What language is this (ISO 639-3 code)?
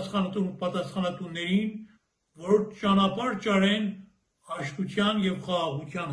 hye